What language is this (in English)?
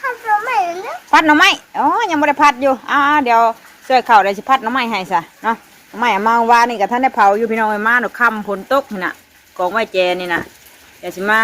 Northeastern Thai